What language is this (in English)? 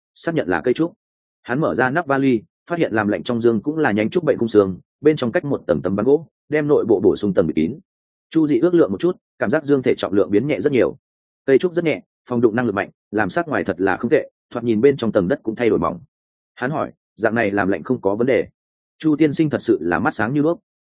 Vietnamese